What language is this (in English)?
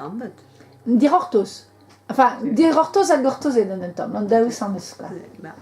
Breton